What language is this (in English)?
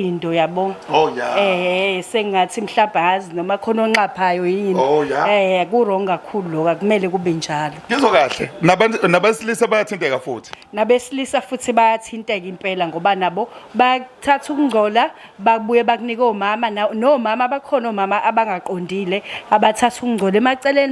Zulu